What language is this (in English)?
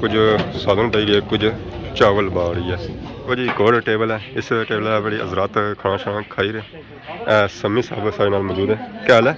Pahari-Potwari